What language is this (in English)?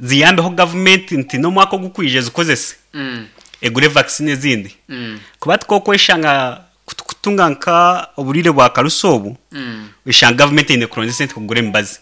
Nyankole